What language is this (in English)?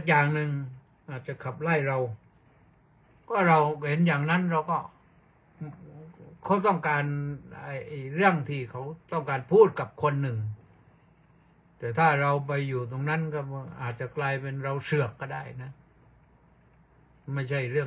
Thai